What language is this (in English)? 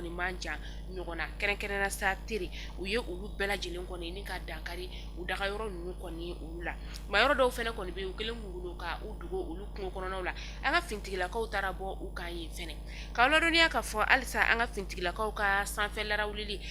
Bambara